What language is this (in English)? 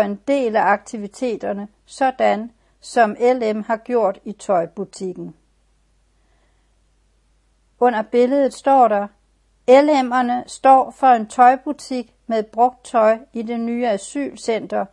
Danish